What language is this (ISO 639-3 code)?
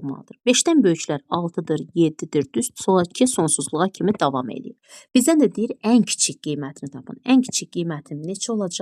aze